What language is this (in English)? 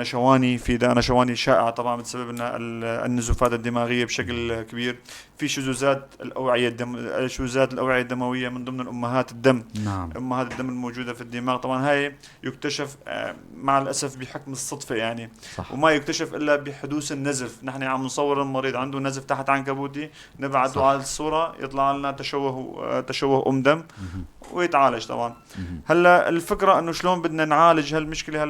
North Levantine Arabic